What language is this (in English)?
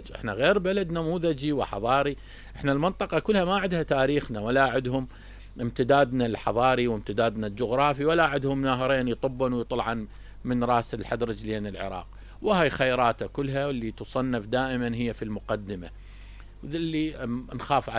Mesopotamian Arabic